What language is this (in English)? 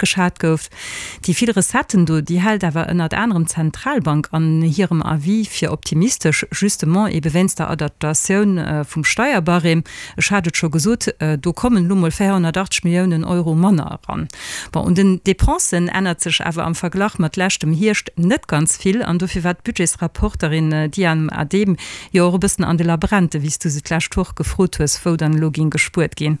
Luxembourgish